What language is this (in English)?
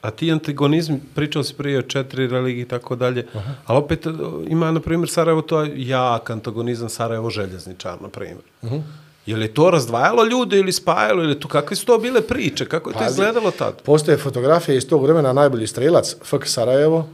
Bosnian